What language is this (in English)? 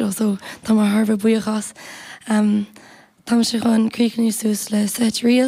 Irish